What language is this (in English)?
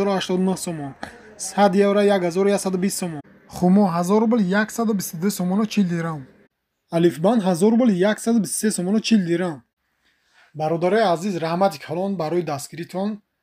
Tajik